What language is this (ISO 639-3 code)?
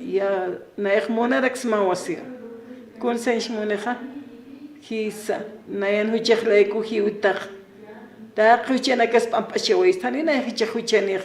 aym